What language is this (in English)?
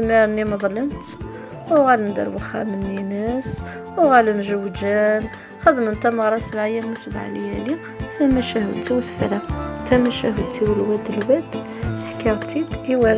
Kabyle